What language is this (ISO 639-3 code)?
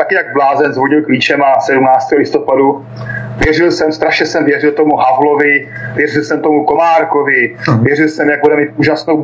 ces